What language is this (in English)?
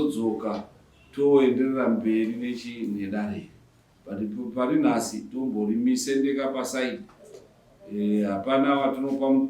Shona